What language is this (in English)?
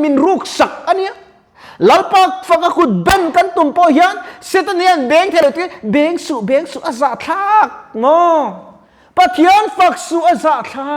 Mizo